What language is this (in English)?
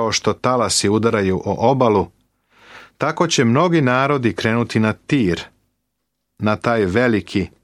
Serbian